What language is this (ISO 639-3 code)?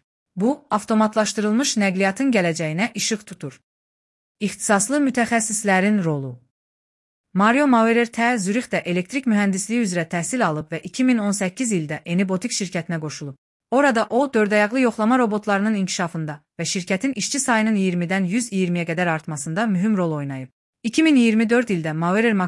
aze